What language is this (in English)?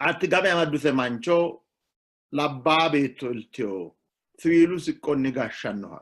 Sidamo